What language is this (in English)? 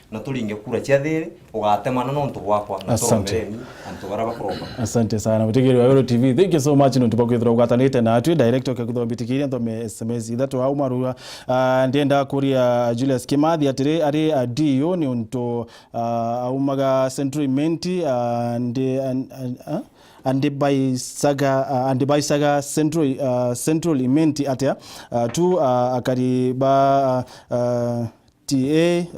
Meru